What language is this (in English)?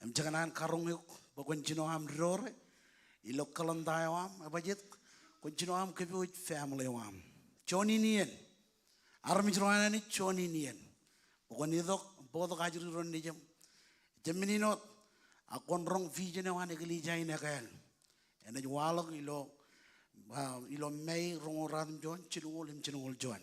Marshallese